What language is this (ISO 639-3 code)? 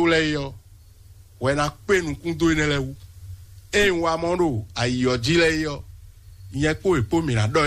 fon